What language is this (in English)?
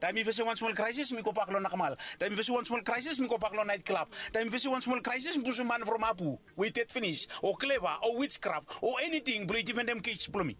Bislama